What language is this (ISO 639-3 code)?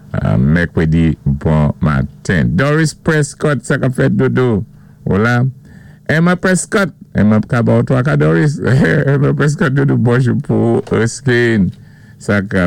acf